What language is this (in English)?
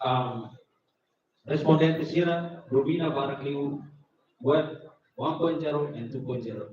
Tetum